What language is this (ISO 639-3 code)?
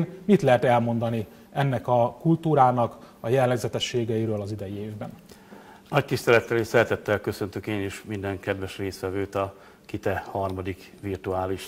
hun